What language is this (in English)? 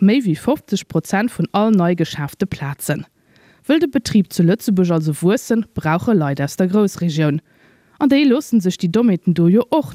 Luxembourgish